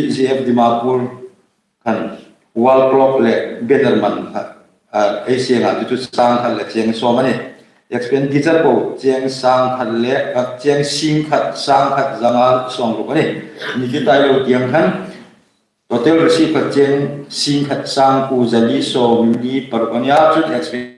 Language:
Hmar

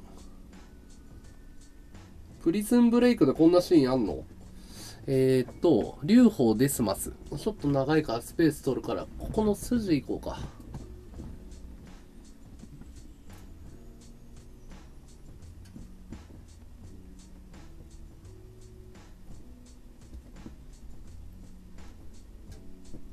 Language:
Japanese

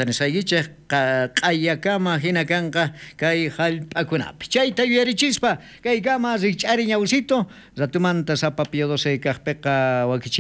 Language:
South Bolivian Quechua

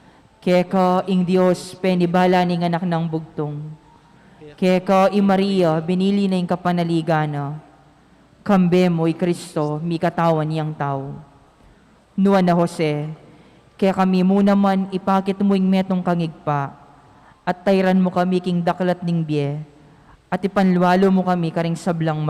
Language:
Pampanga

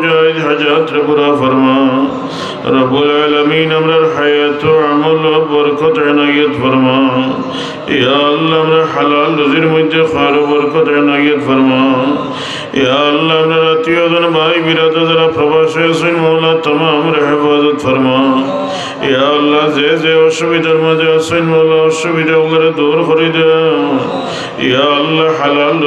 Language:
Sylheti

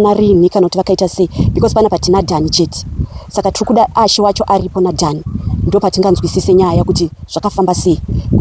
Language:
Shona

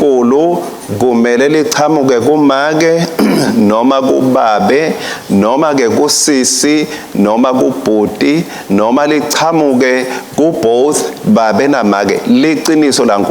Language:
Swati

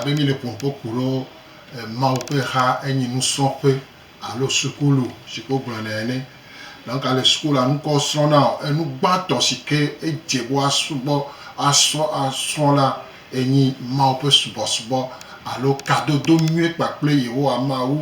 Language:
Gen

